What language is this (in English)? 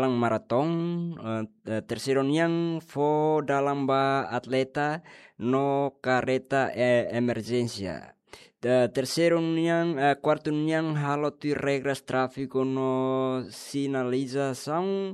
Tetum